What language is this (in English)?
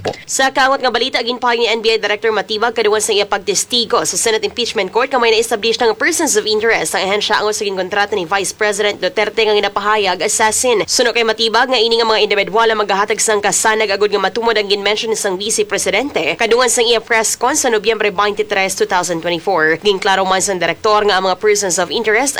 Hiligaynon